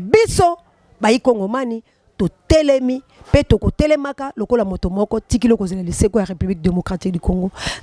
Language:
Lingala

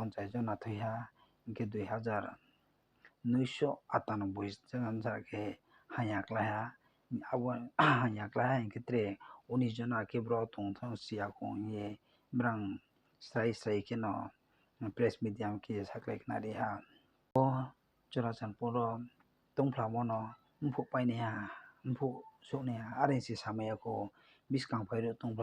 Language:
Riang (India)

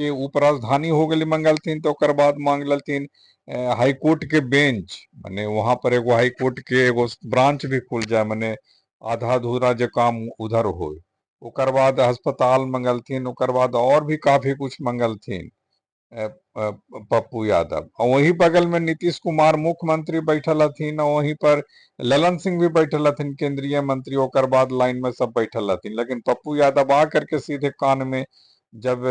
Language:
Magahi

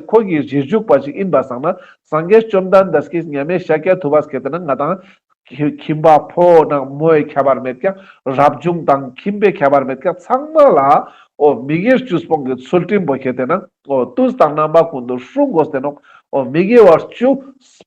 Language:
Ladakhi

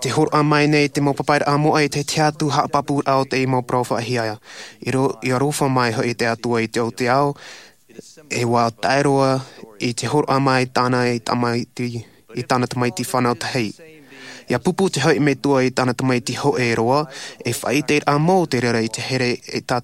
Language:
Tahitian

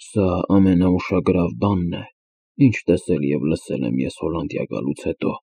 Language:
Armenian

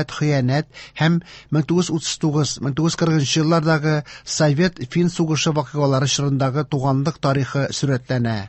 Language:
Tatar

